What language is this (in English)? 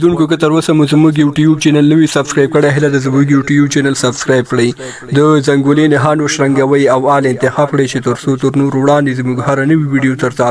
Pashto